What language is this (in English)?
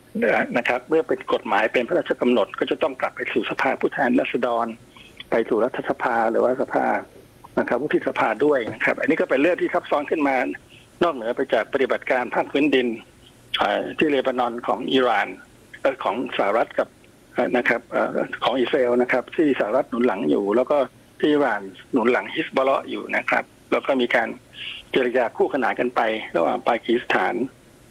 Thai